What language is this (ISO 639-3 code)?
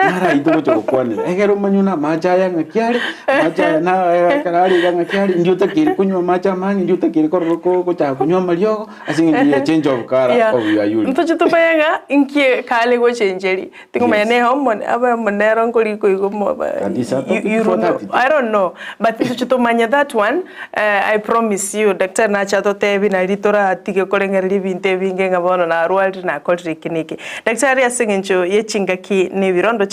guz